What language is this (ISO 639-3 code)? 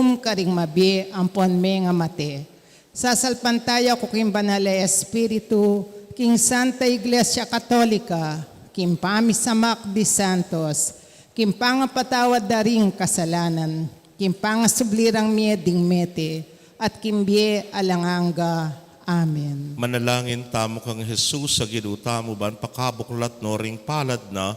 pam